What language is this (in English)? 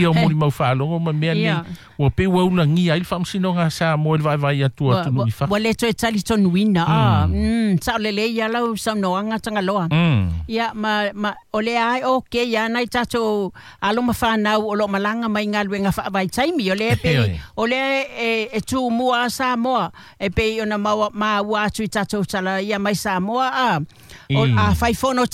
Samoan